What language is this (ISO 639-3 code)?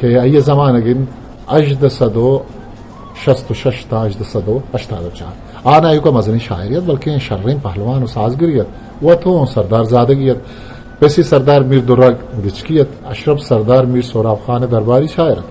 bgp